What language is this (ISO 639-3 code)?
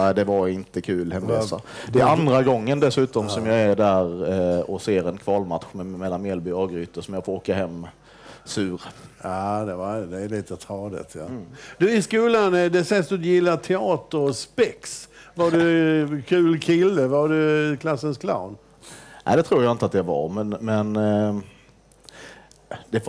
swe